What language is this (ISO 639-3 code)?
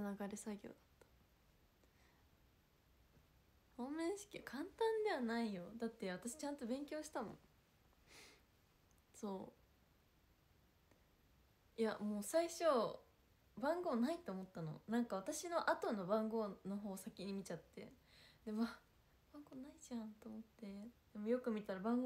jpn